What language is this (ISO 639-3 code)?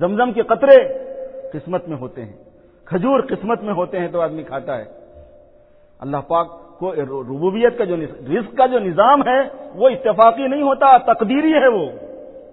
urd